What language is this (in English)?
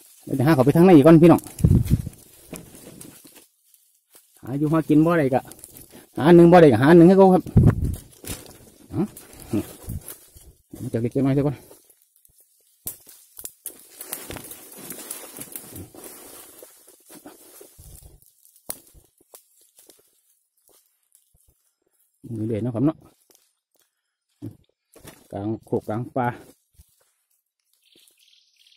Northeastern Thai